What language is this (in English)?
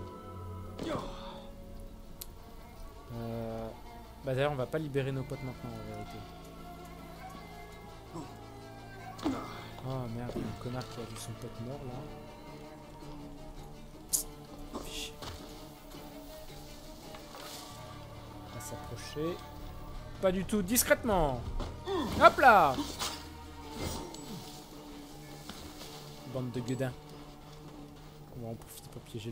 French